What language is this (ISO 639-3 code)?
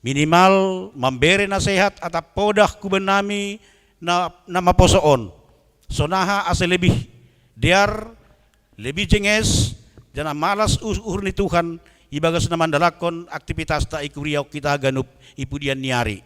bts